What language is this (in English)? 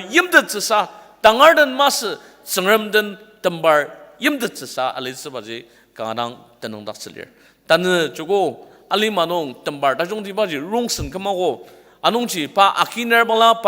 Ao Naga